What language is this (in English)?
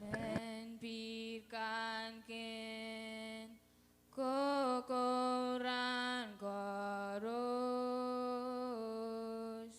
Pohnpeian